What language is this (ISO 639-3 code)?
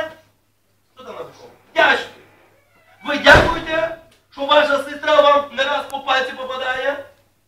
ukr